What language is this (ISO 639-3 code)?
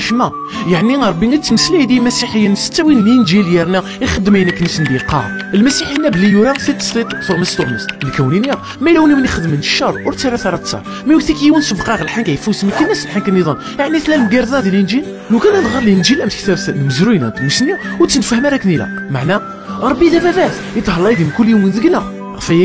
kab